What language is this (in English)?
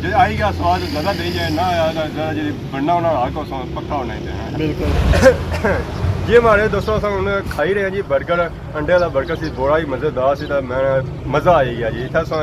Pahari-Potwari